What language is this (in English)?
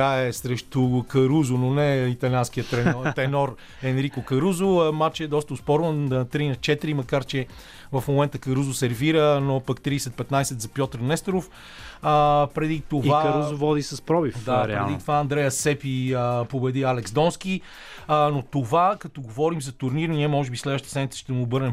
Bulgarian